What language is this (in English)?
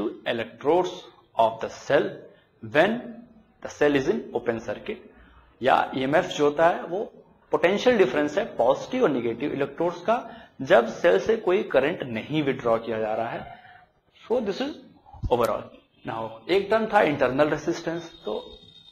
Hindi